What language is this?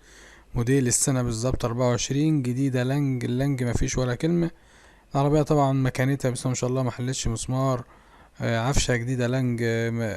Egyptian Arabic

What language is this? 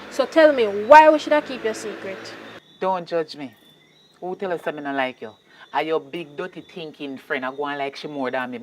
Jamaican Creole English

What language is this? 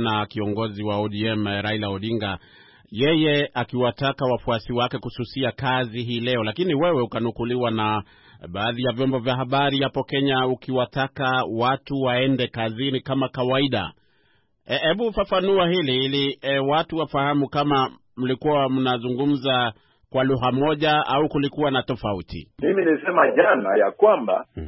Swahili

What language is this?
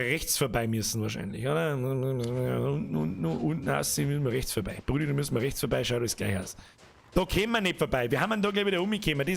Bavarian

